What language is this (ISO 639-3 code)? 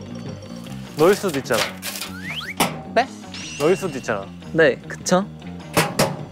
kor